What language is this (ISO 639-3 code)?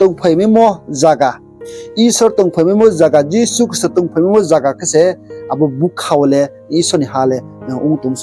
ria